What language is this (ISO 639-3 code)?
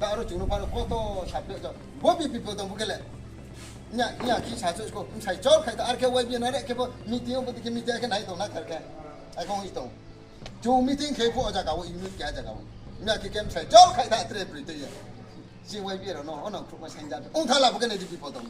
ria